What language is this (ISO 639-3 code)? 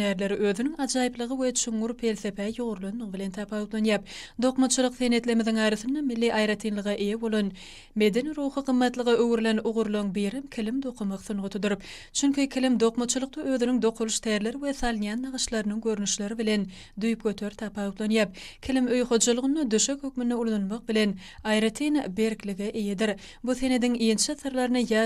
tuk